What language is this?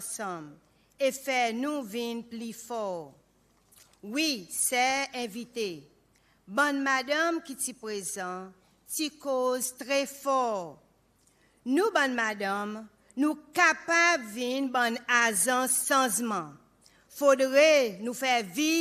Seselwa Creole French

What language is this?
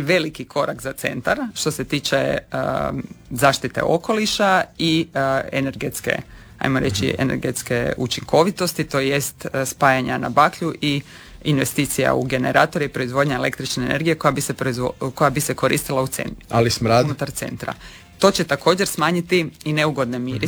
Croatian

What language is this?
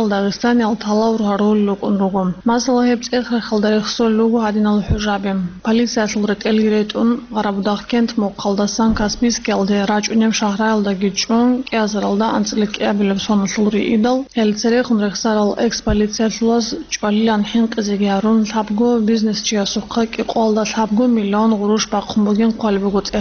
Avaric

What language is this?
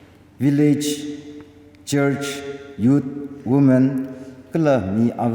Tangkhul Naga (India)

